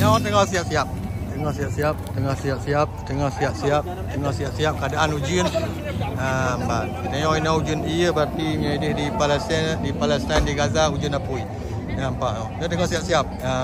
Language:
Achinese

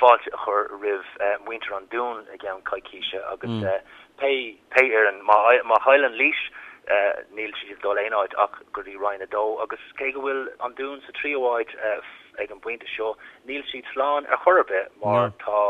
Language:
Irish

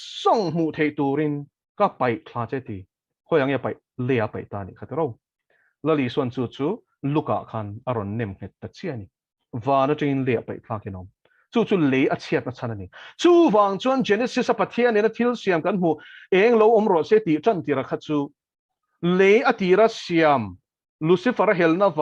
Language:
Mizo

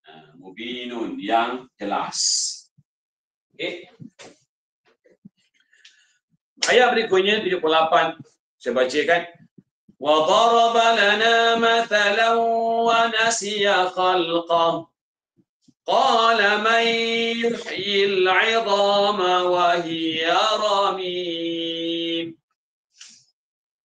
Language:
Malay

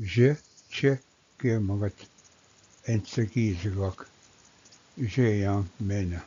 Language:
Ojibwa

